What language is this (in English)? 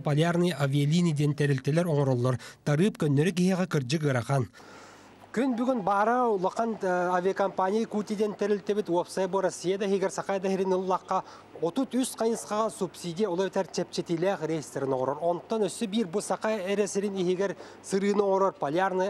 Yakut